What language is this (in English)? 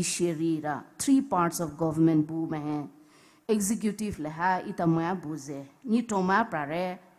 Poumei Naga